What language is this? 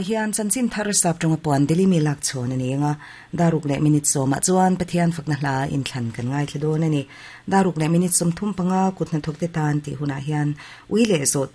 Mizo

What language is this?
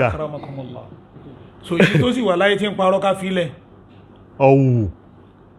Yoruba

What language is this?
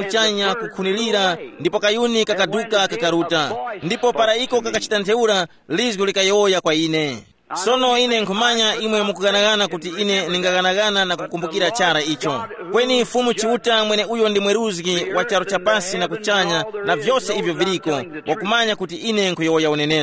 Tumbuka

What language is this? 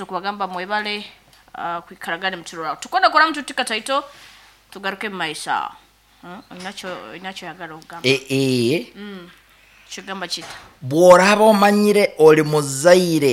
Nyoro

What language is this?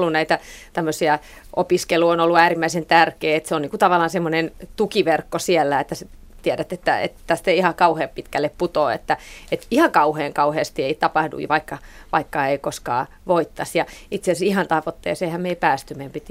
Finnish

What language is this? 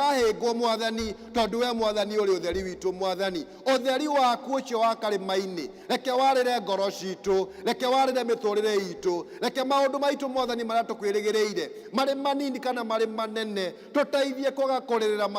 Kikuyu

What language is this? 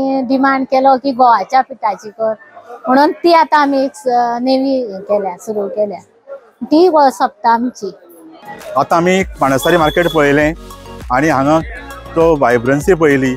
Konkani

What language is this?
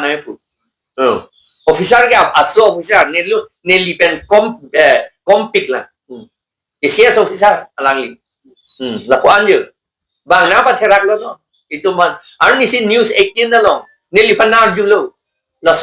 Karbi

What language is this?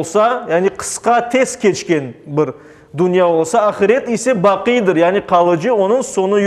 Crimean Tatar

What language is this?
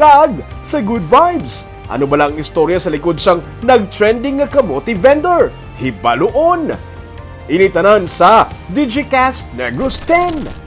Hiligaynon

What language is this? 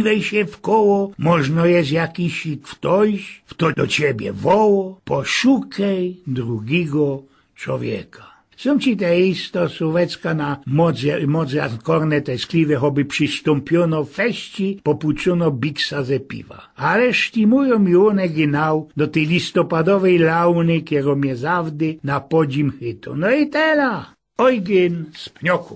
Silesian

